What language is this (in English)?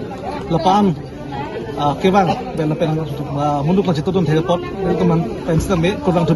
Karbi